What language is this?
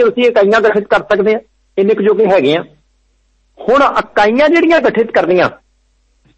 Punjabi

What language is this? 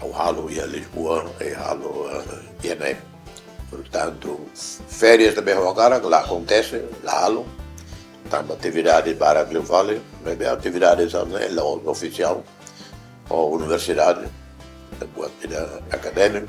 Tetum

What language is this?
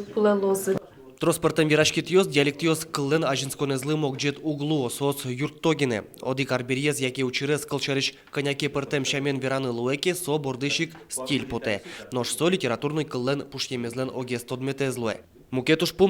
Udmurt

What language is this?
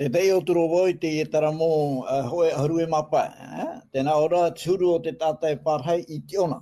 Tahitian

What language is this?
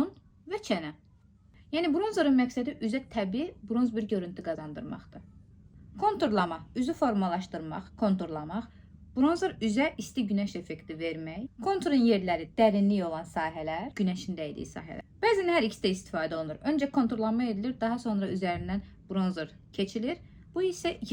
Azerbaijani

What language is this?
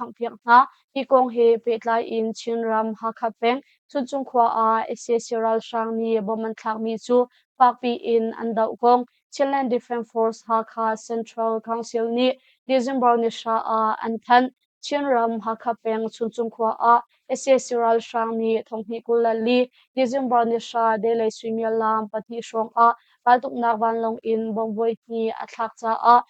Hakha Chin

